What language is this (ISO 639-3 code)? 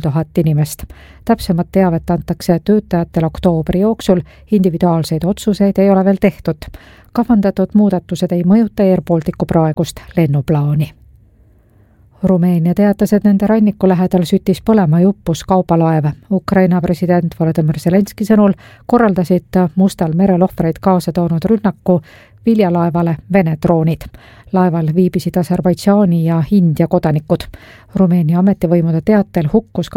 est